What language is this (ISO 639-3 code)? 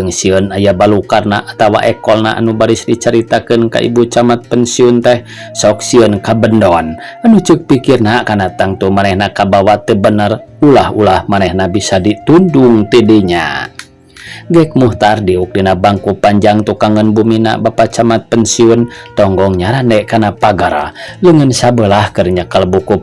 sun